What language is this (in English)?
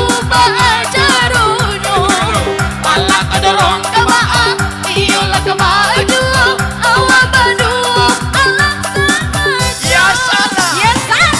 Minangkabau